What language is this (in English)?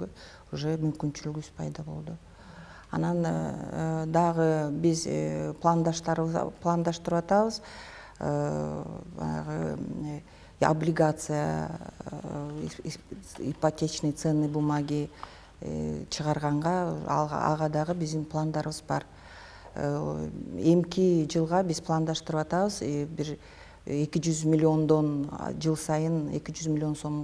Kyrgyz